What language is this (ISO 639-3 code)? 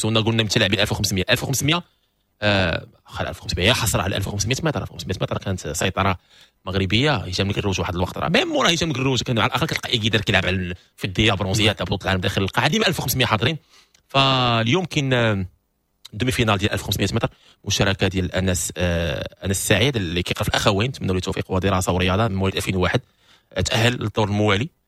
ary